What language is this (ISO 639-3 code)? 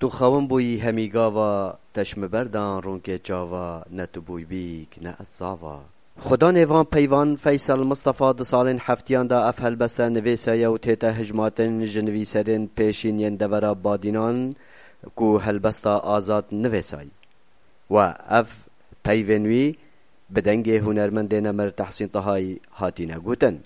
kur